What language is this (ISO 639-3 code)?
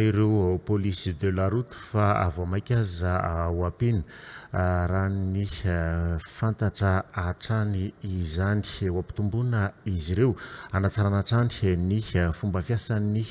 mlg